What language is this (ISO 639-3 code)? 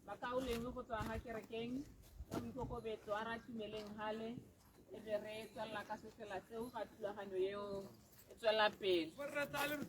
tsn